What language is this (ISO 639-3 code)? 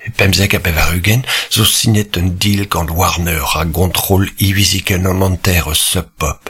bre